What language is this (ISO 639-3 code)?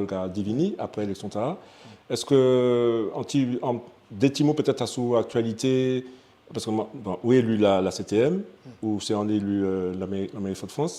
gcf